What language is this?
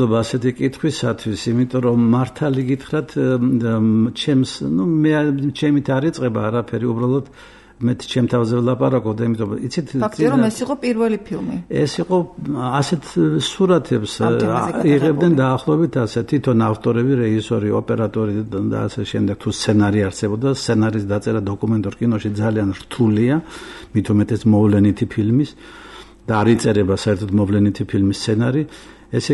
Georgian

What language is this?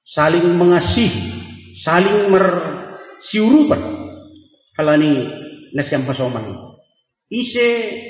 Batak Simalungun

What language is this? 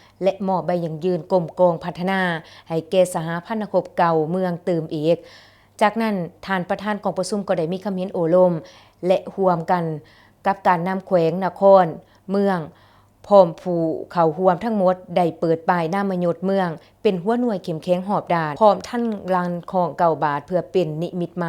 Lao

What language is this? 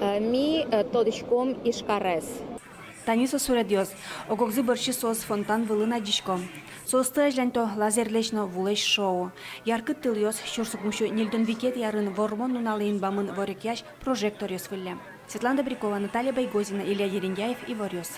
Udmurt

